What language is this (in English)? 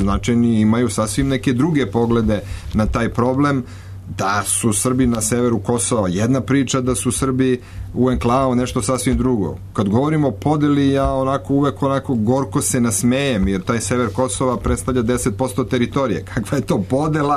Serbian